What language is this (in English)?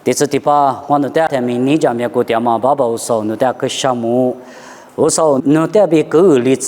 Lisu